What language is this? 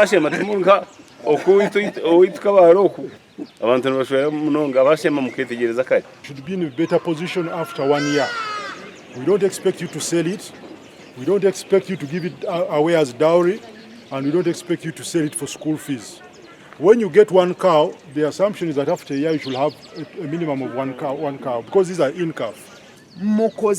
Nyankole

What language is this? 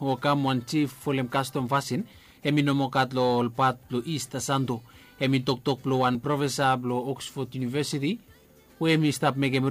Bislama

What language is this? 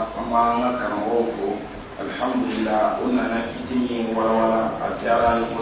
Dyula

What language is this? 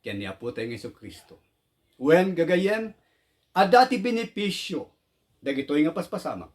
Iloko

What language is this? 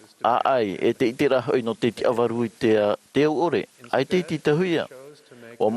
Tahitian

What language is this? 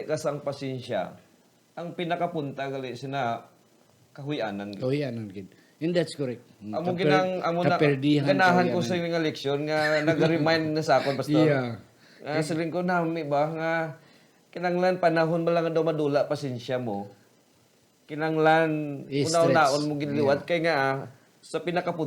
Hiligaynon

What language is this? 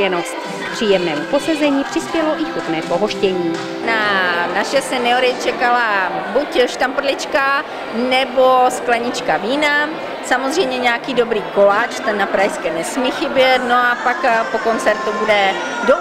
Czech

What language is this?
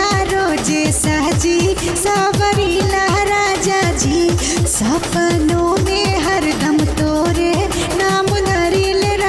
Bhojpuri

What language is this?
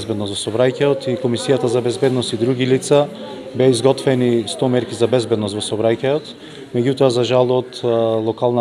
Macedonian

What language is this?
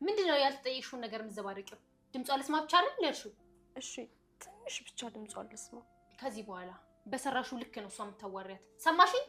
Amharic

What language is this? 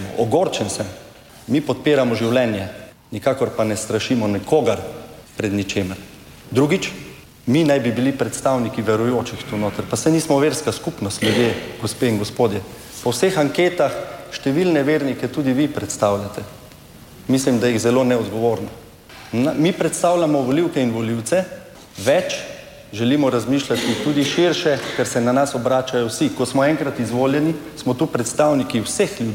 Slovenian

